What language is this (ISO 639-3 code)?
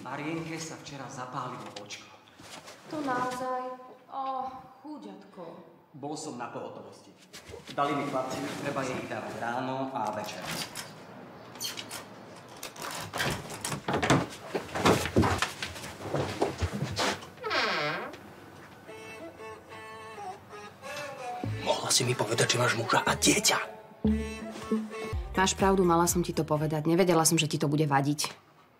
slk